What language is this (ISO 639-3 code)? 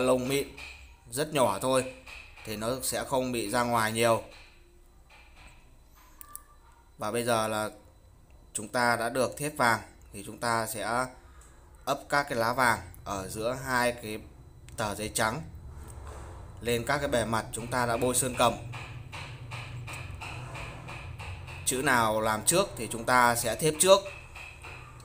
vie